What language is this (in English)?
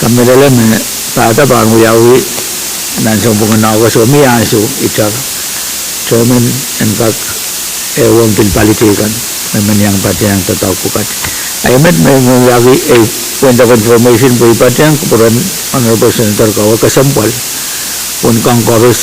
Pohnpeian